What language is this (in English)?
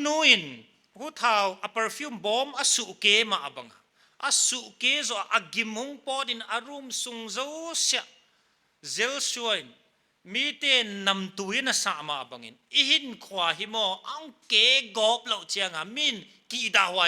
Paite Chin